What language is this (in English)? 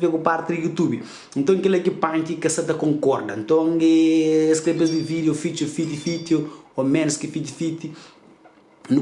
Kabuverdianu